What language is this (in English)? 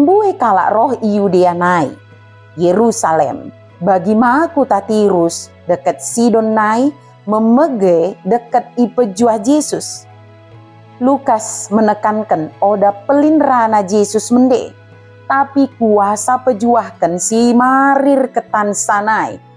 Batak Dairi